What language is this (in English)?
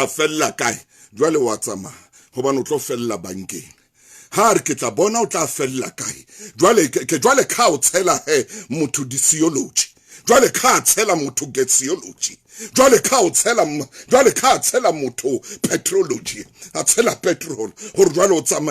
Southern Sotho